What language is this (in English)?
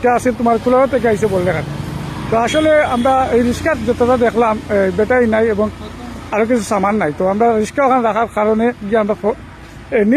Sylheti